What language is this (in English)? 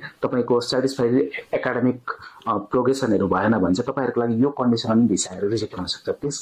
Nepali